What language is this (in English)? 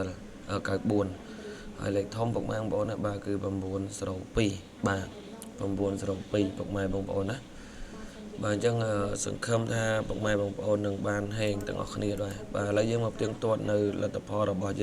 Khmer